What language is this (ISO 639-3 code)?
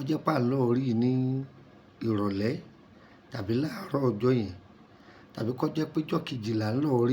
yor